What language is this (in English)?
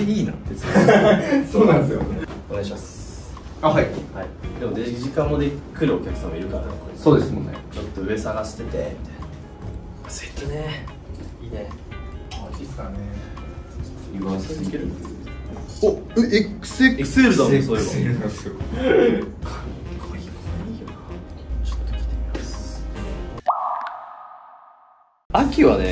Japanese